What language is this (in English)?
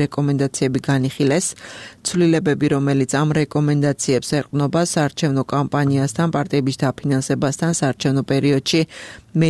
Georgian